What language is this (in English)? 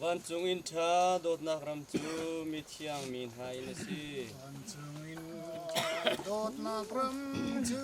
Hakha Chin